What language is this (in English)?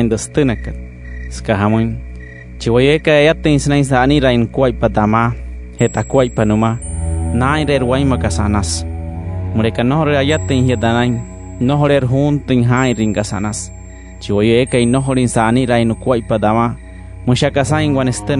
Wayuu